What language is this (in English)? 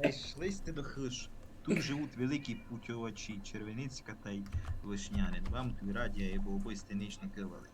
Rusyn